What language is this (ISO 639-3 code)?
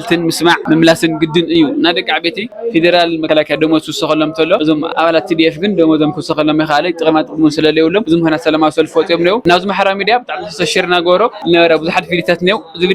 tir